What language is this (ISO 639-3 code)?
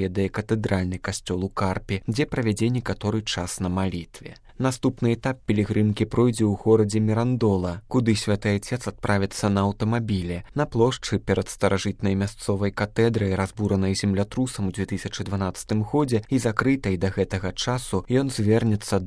bel